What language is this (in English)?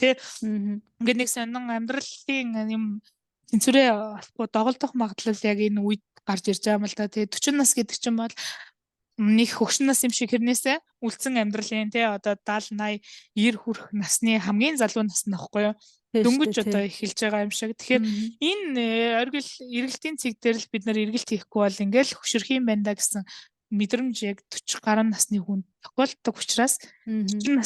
Mongolian